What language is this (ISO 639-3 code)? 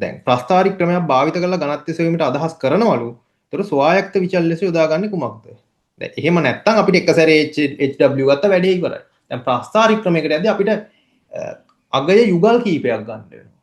sin